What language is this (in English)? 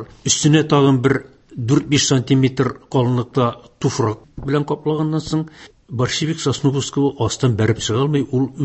Tatar